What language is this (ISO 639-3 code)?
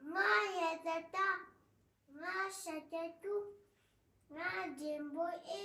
bod